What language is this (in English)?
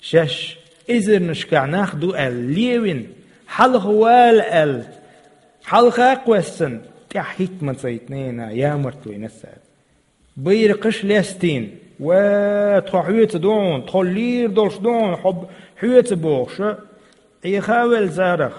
Chechen